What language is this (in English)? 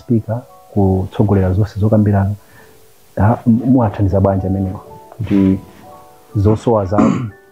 Nyanja